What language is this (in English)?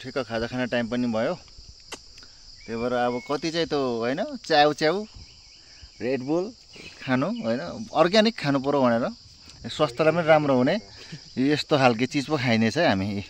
Nepali